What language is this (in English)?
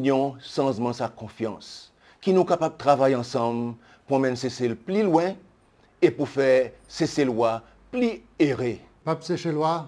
Seselwa Creole French